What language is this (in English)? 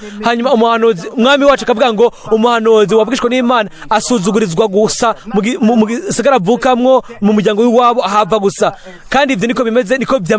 Rundi